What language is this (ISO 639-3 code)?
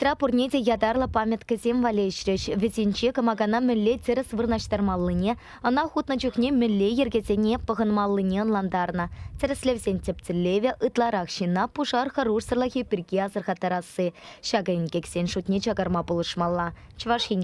chv